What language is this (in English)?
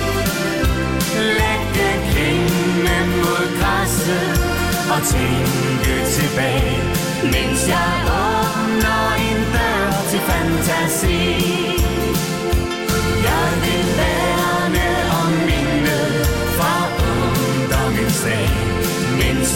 Danish